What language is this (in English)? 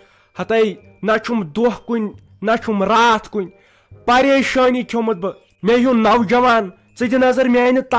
Kashmiri